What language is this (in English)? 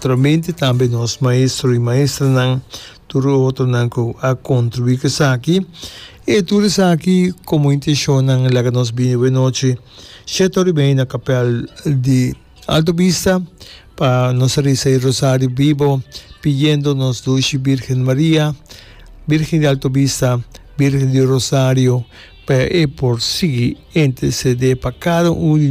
Papiamento